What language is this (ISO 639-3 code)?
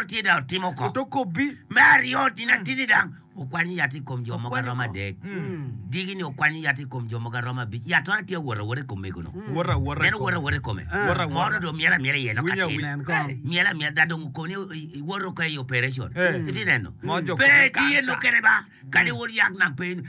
ach